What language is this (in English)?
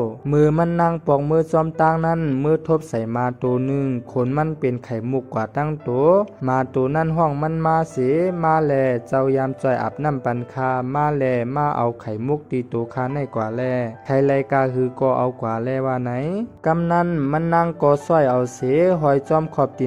Shan